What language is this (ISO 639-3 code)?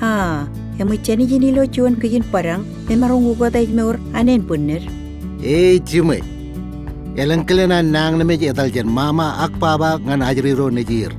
mah